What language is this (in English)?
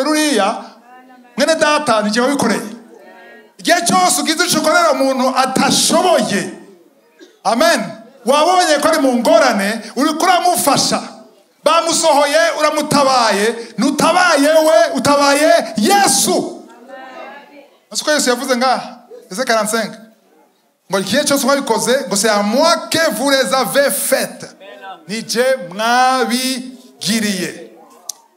Rundi